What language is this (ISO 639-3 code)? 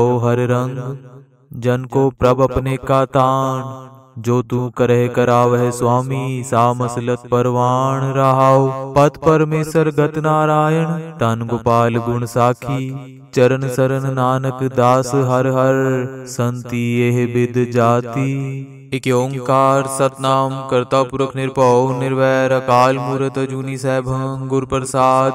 pan